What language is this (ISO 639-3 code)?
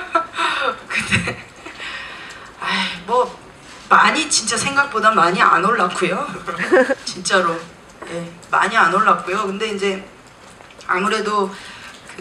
kor